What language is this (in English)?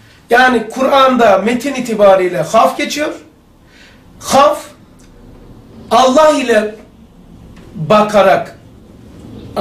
Turkish